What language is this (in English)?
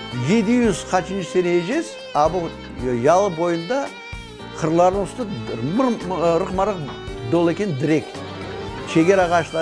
Crimean Tatar